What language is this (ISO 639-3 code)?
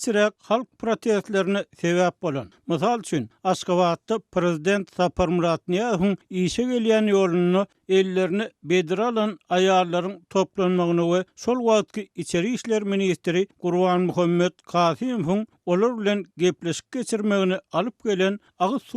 tuk